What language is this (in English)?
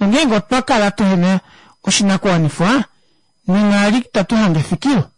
Kuanyama